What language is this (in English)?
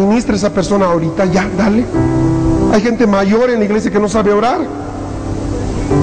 Spanish